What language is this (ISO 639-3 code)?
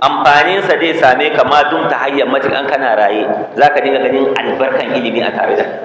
hau